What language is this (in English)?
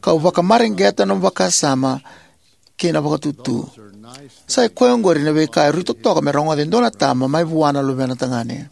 Fijian